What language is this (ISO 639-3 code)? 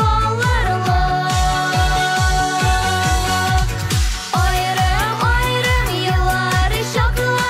tat